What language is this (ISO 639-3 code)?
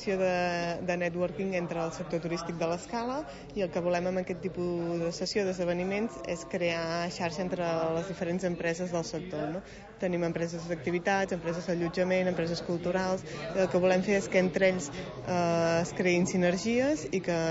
cat